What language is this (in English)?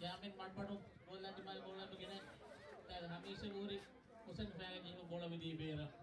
Divehi